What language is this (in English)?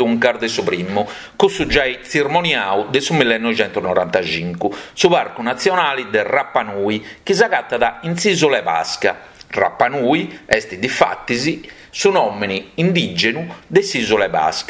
Sardinian